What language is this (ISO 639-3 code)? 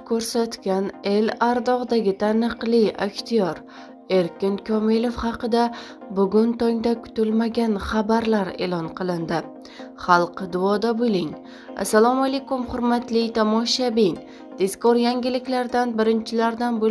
uzb